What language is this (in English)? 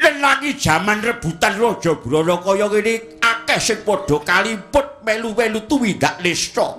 Javanese